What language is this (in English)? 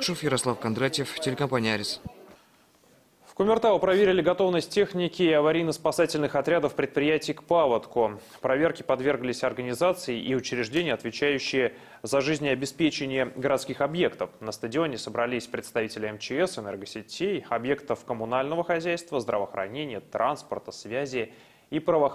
Russian